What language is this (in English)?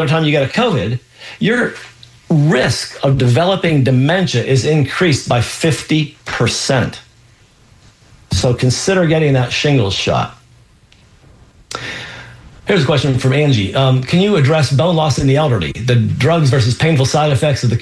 English